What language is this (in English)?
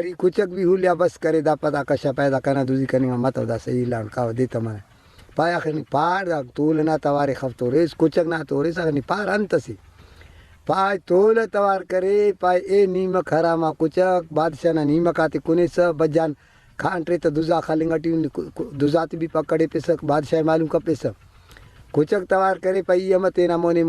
Brahui